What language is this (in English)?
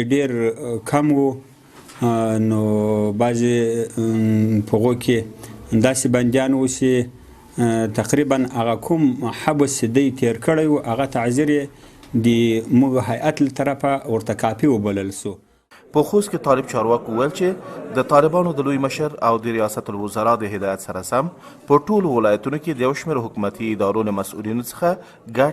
Pashto